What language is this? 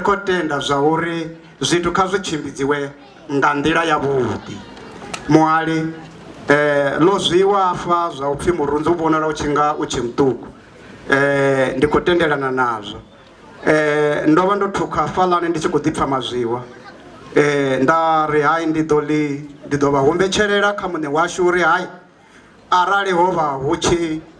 Venda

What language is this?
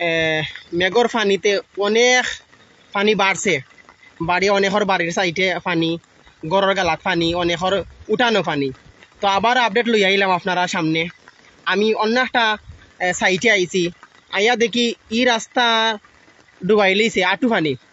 Sylheti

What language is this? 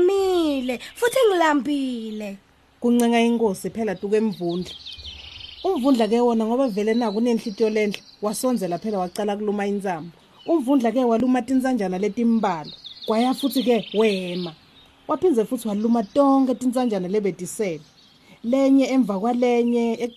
Swati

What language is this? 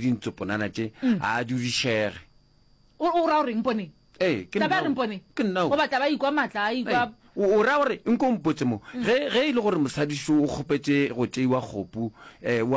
Northern Sotho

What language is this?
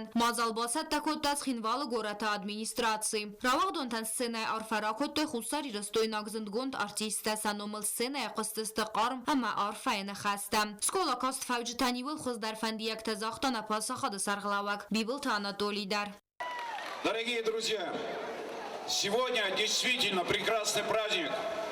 Ossetic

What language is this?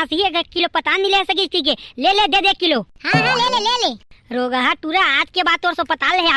Chhattisgarhi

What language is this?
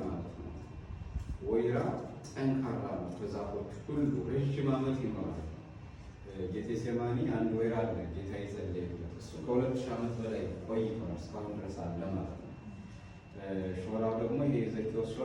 Amharic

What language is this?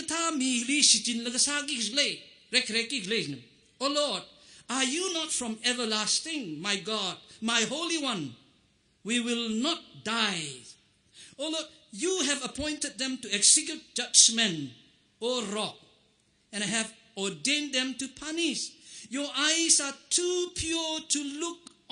Tangkhul Naga (India)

